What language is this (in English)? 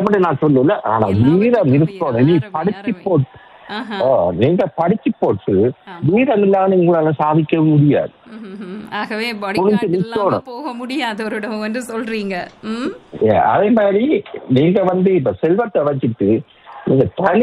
Tamil